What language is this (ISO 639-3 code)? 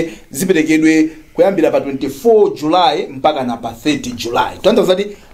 nya